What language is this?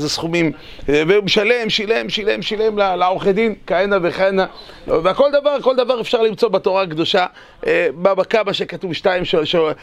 Hebrew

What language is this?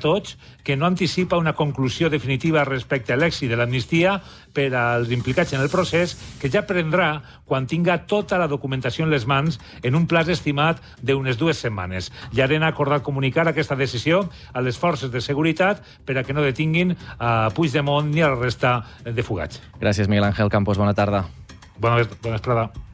Catalan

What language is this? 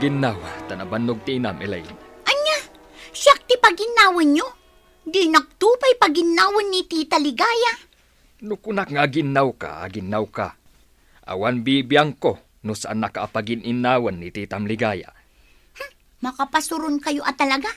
Iloko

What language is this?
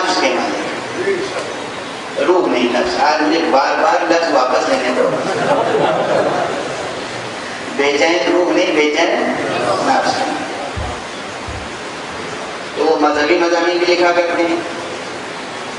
Urdu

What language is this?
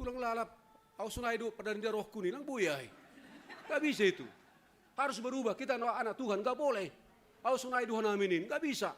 Batak Simalungun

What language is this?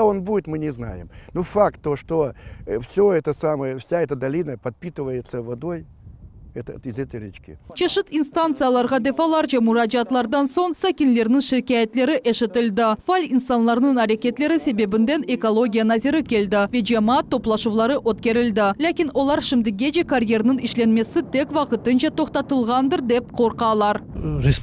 Crimean Tatar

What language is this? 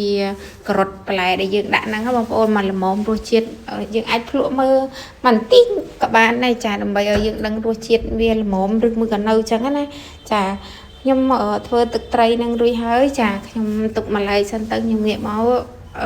Khmer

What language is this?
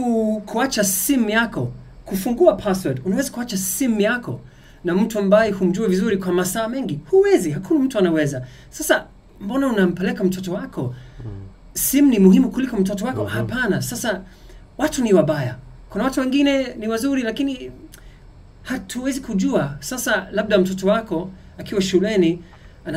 Swahili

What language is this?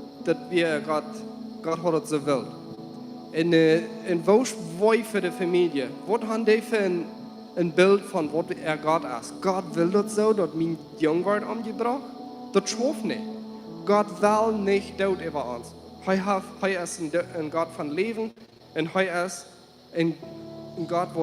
Plautdietsch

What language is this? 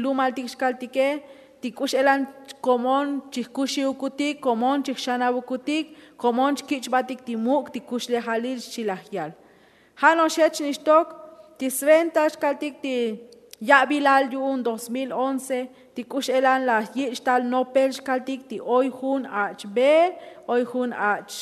Tzotzil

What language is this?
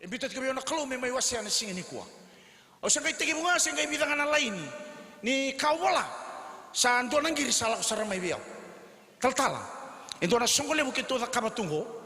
Fijian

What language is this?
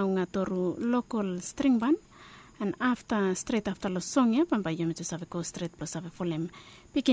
Bislama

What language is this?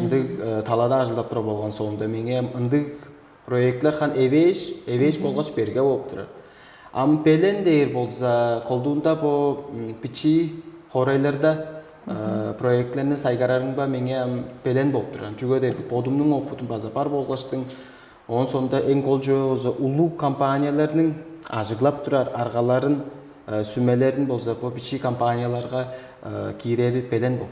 Tuvinian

